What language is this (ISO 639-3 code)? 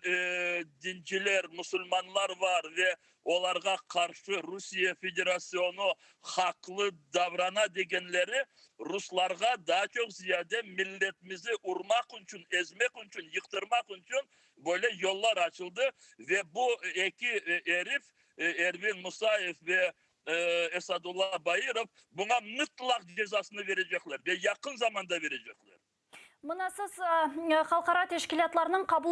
crh